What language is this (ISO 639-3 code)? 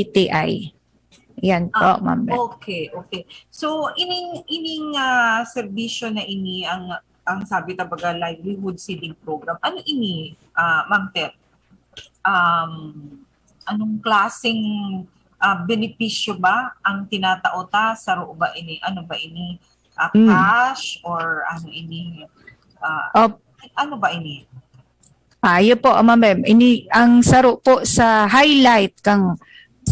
bik